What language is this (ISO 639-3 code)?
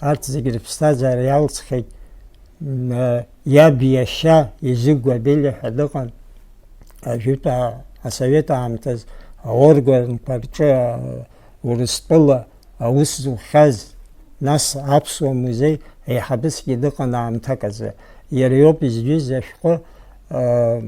abk